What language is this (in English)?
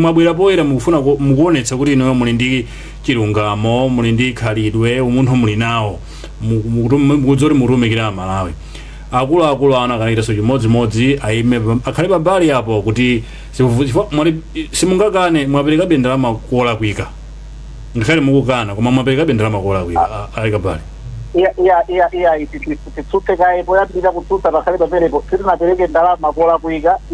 Nyanja